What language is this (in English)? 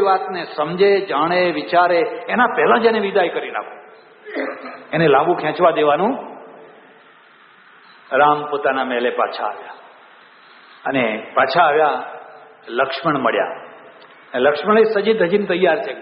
Gujarati